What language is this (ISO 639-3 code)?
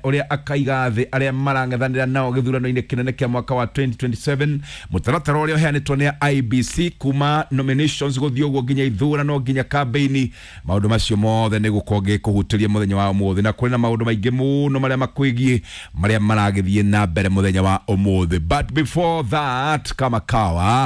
kik